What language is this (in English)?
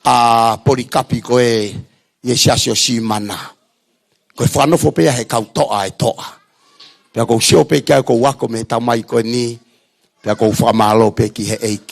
Tongan